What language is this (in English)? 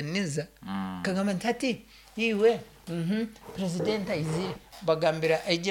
Nyoro